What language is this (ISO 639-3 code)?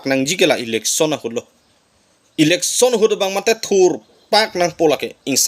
mjw